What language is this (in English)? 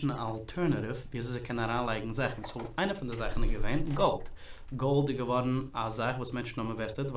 Yiddish